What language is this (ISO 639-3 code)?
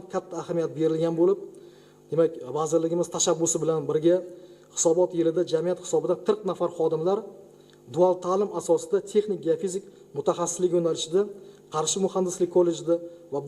uzb